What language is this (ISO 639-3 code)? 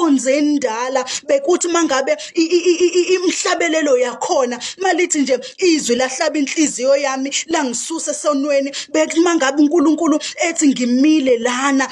zul